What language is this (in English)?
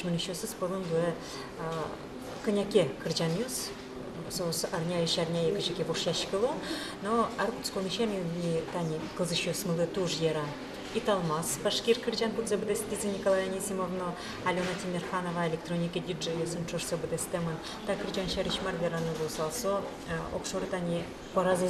Udmurt